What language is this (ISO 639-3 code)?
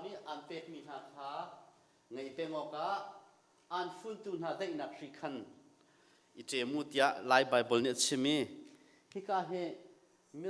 cnh